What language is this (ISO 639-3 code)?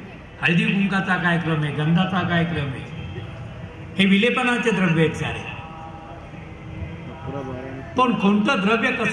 mar